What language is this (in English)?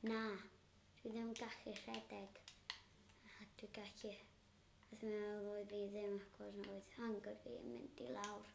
Welsh